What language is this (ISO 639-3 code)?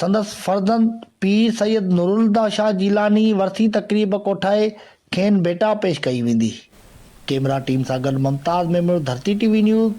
snd